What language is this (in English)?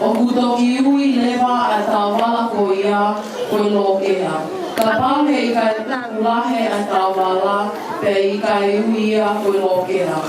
Tongan